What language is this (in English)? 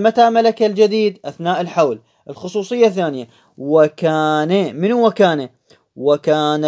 Moroccan Arabic